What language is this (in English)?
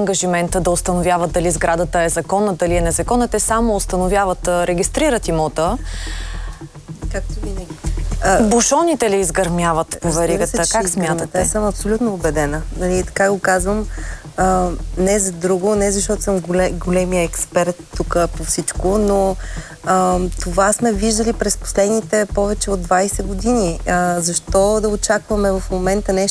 Bulgarian